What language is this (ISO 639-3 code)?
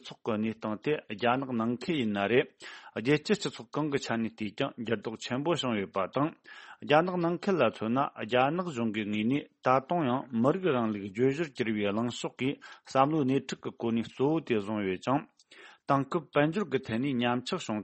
bod